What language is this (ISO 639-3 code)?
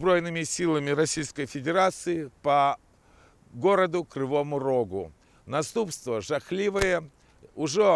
bel